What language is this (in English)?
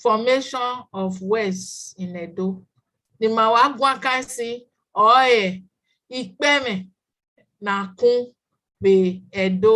Bini